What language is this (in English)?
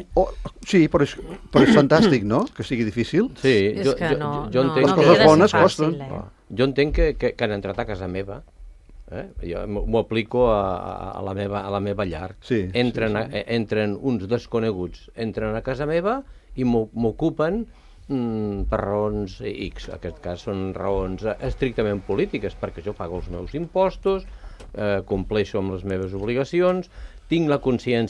Catalan